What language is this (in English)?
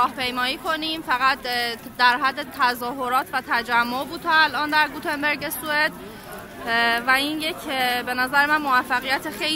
Persian